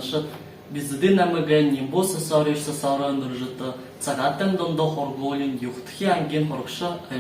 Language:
Buriat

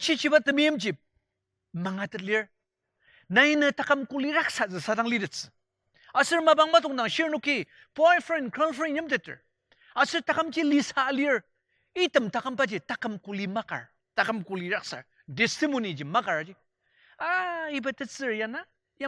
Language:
Ao Naga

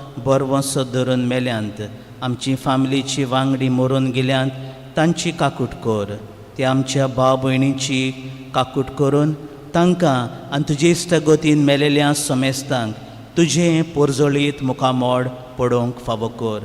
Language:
Konkani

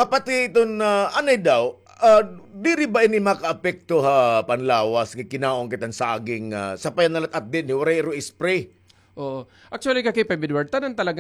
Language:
Waray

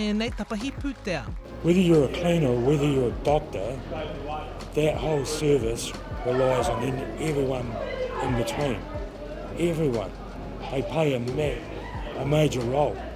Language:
Māori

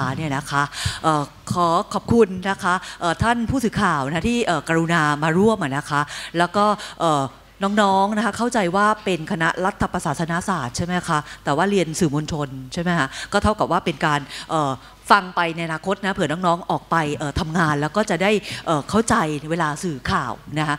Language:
Thai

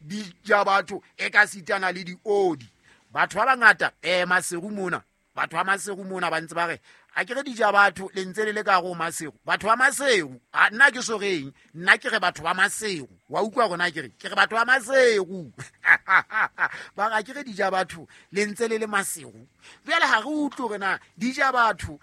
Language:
Southern Sotho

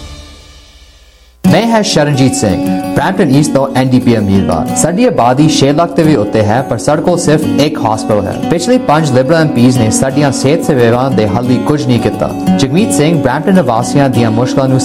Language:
Punjabi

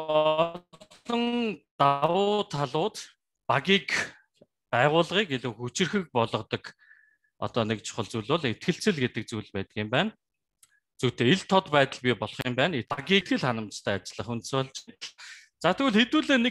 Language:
Mongolian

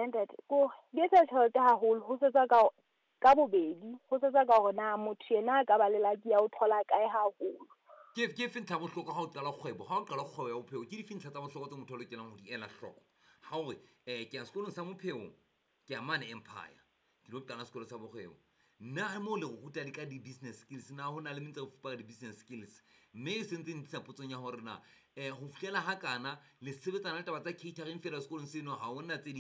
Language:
Southern Sotho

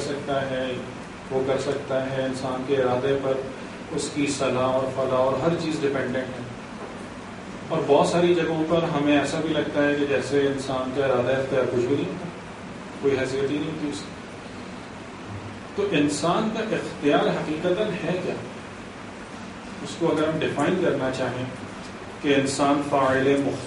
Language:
Urdu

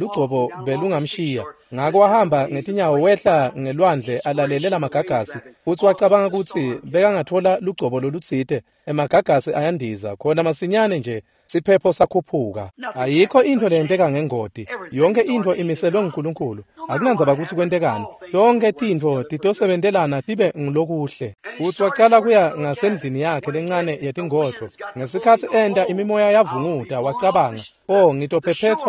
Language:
Swati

